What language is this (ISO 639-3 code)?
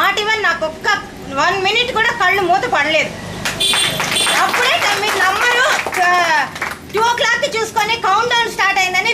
tel